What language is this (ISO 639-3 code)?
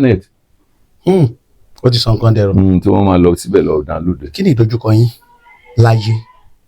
yor